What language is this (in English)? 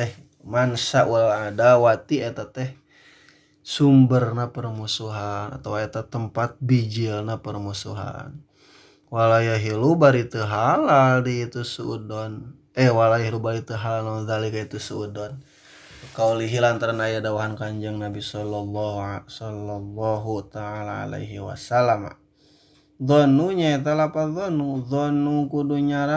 Sundanese